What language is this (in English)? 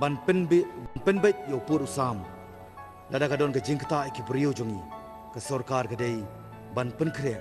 Khasi